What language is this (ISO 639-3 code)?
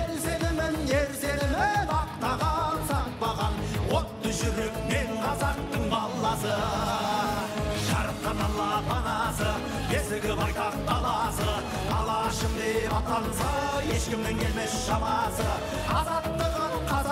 kaz